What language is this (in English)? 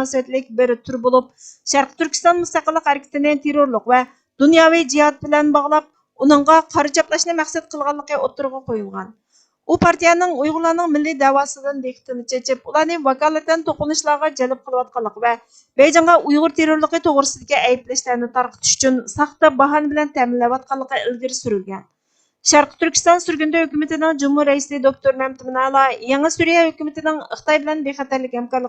Uyghur